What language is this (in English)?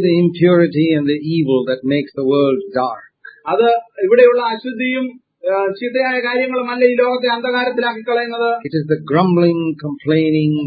Malayalam